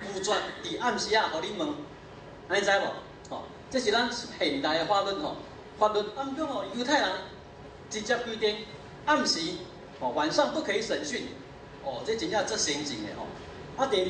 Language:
Min Nan Chinese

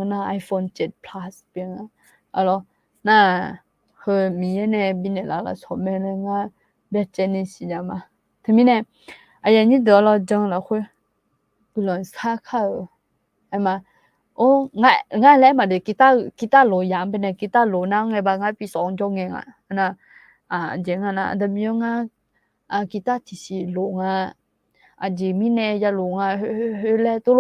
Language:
Akha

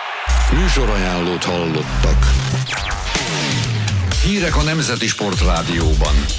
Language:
Hungarian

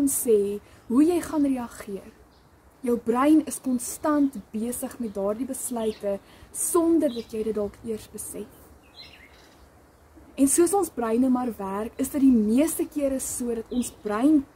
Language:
Afrikaans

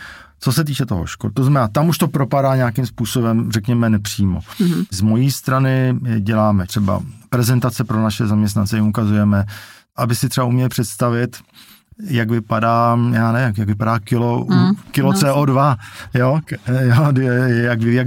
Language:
Czech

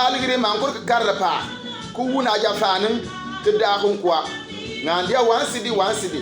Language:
Bimoba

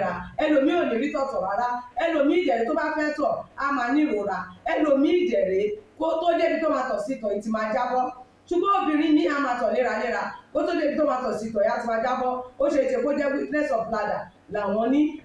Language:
Yoruba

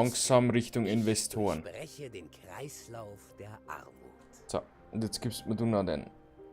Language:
Bavarian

